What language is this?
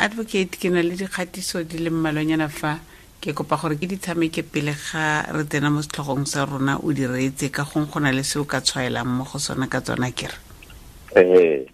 Tswana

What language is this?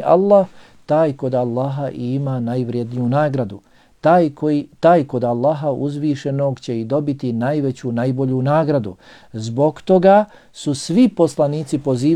Bosnian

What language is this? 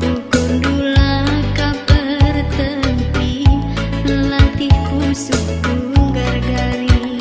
Batak Karo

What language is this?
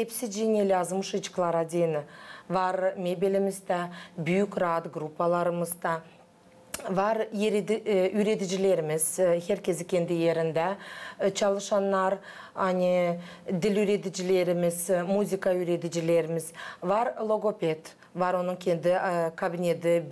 Gagauz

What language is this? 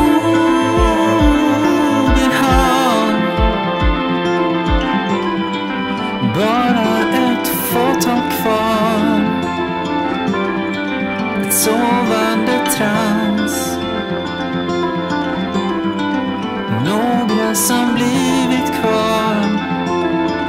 Swedish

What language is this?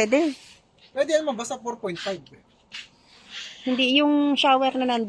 Filipino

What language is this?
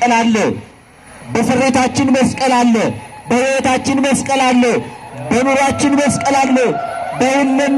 Amharic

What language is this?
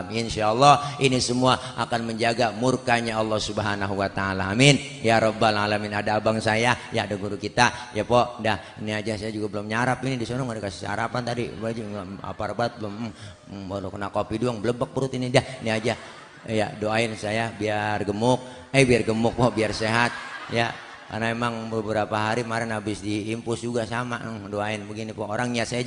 Betawi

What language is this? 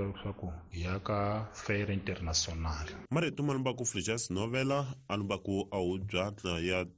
Tsonga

